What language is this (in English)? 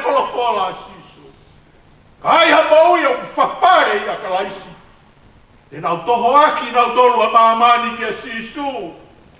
Tongan